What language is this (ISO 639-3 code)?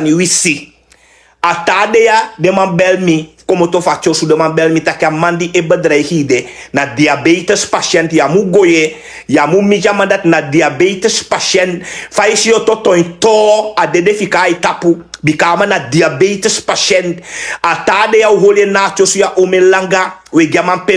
srn